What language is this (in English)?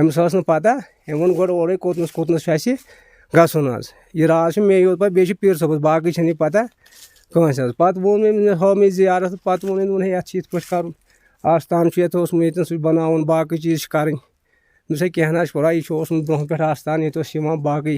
Kashmiri